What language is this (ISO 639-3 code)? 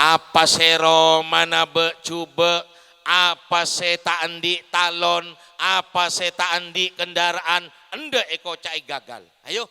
mad